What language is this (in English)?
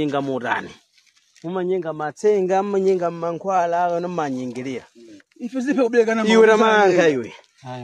Nyanja